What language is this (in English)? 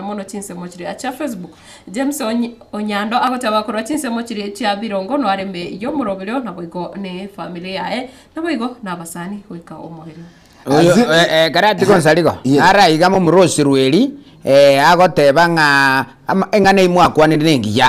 Gusii